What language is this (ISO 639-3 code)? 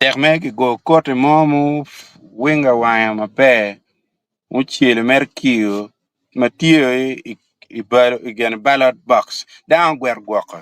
ach